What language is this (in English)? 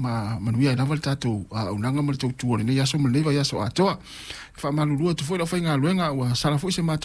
Samoan